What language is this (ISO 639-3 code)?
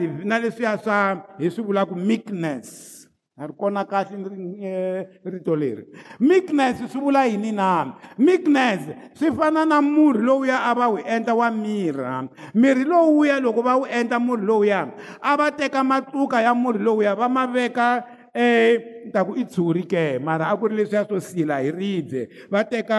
tso